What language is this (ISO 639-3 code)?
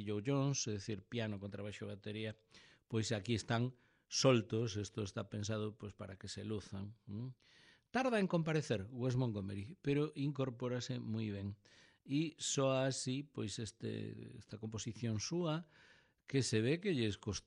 glg